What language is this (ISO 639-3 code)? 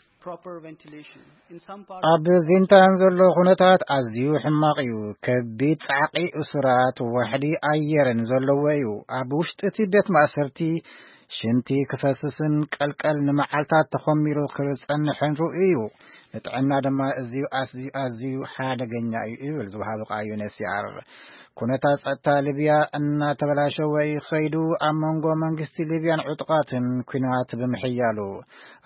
tir